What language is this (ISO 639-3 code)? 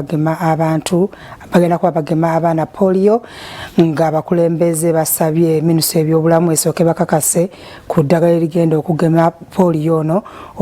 lug